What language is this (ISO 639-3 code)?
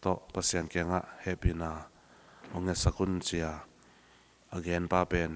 ctd